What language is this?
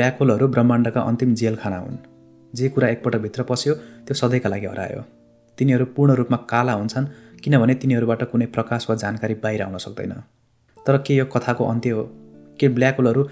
Nepali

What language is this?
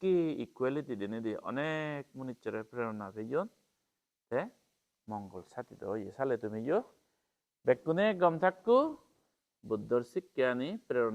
Chakma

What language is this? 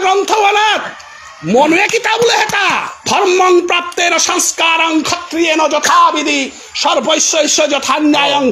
Bishnupriya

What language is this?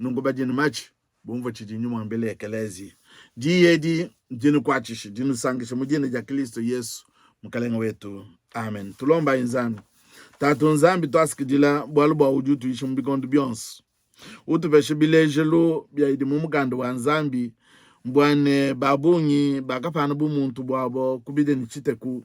Luba-Lulua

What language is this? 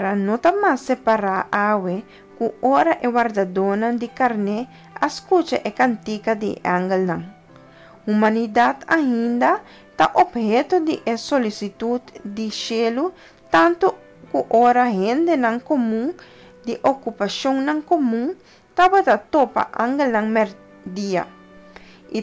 Papiamento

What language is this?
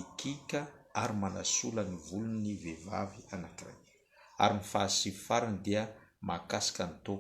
Malagasy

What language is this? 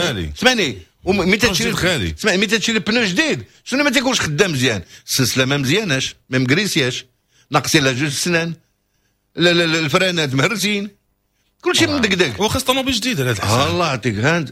Moroccan Arabic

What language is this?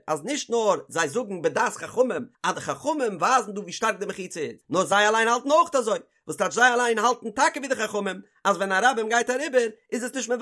Yiddish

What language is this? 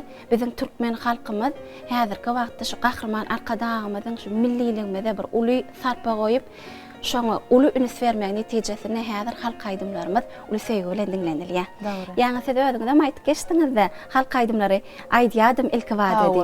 Turkmen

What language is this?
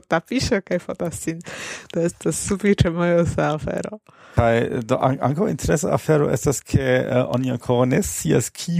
Esperanto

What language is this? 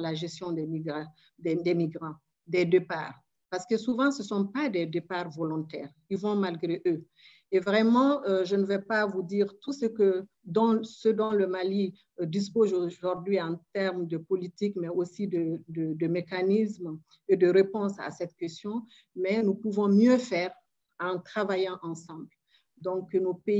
French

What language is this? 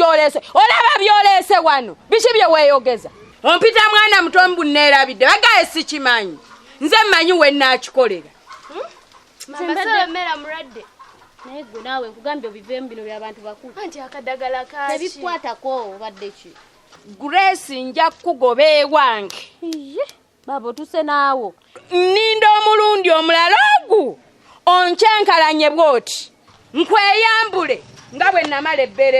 Ganda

